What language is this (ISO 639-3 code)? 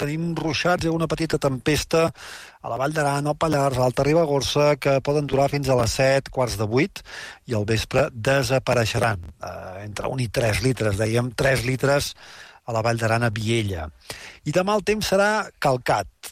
cat